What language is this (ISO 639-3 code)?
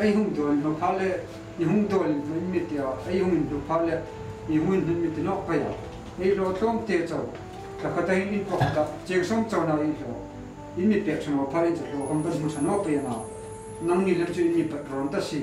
hmr